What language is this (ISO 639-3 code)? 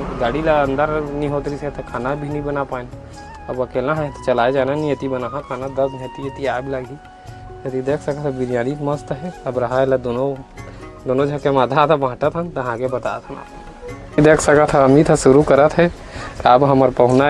hne